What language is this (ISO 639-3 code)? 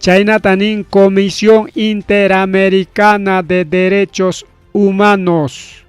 quy